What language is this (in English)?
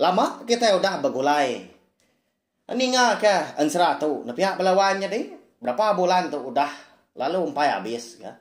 Iban